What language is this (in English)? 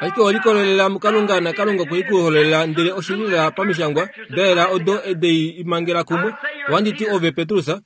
Kuanyama